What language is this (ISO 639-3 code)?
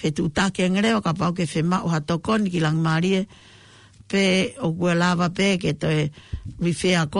ton